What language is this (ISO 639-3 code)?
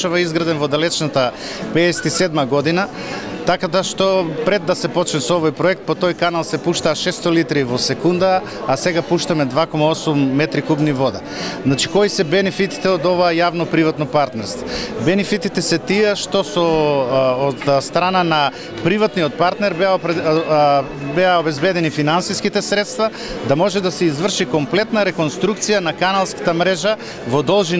mkd